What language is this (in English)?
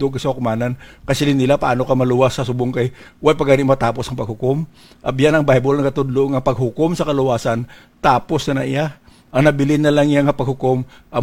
Hiligaynon